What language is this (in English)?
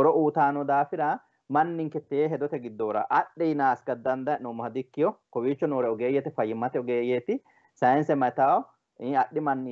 Sidamo